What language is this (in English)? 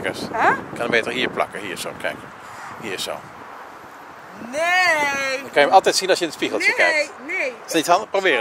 Dutch